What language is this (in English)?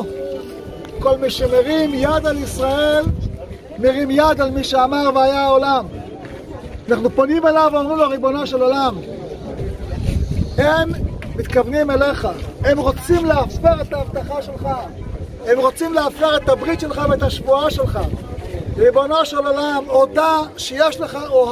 Hebrew